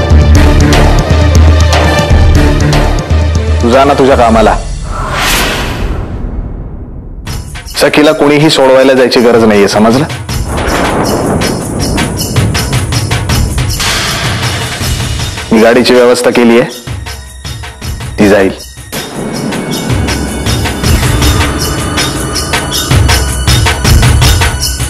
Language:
Marathi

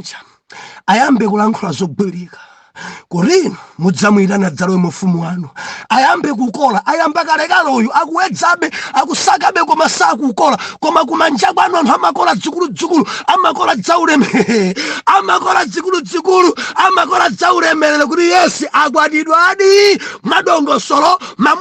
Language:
Nyanja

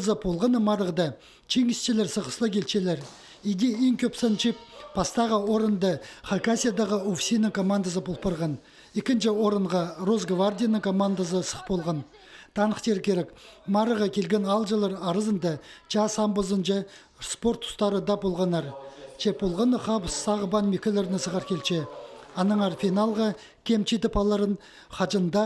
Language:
Khakas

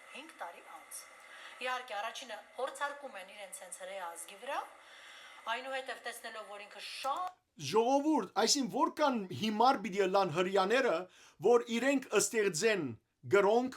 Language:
Western Armenian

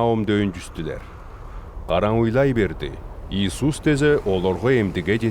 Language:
Southern Altai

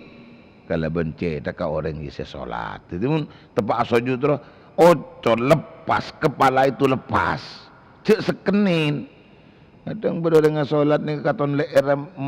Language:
Madurese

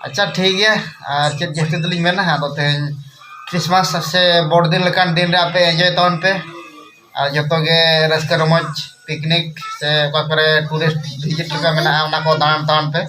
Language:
Santali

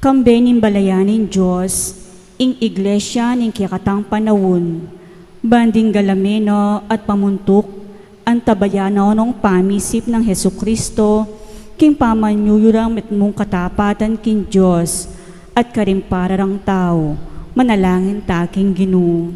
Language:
Pampanga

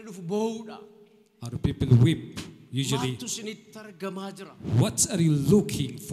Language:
Oromo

